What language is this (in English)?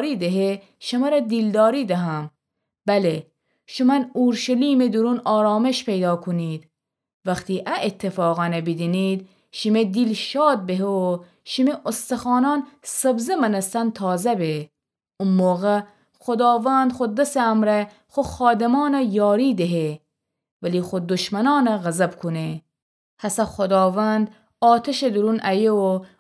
Gilaki